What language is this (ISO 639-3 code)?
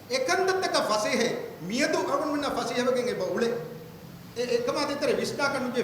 div